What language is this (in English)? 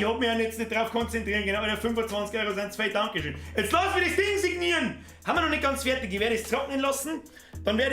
Bavarian